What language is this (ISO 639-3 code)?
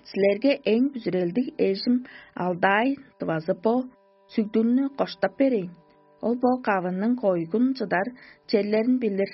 tyv